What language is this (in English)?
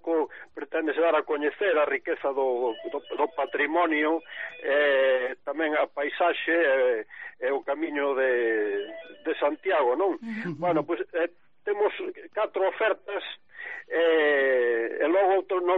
Galician